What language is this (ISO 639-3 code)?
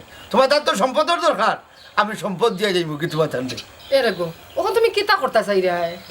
syl